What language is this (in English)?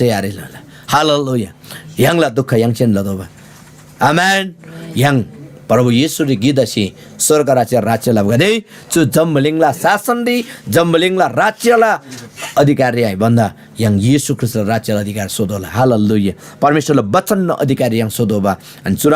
Eastern Tamang